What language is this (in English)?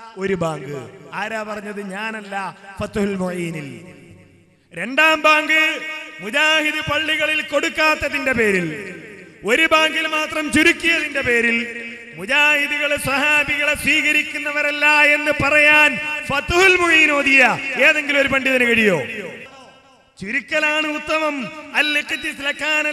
Malayalam